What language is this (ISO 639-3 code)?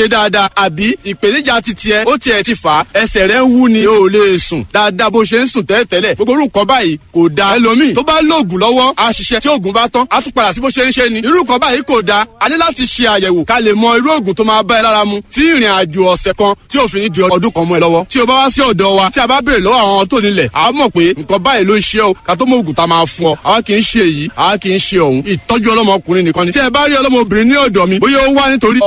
yor